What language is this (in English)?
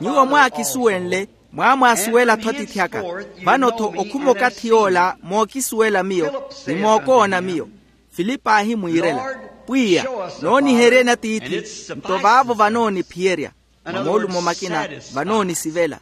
Makhuwa